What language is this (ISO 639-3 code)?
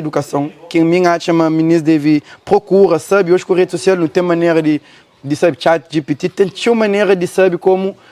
kea